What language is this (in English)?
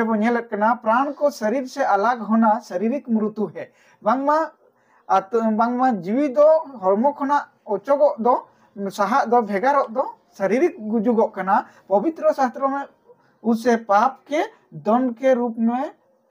Santali